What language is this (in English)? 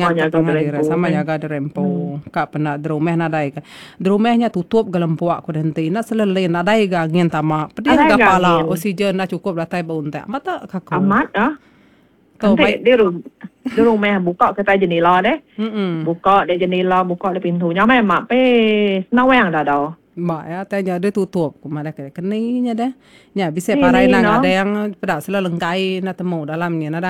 Iban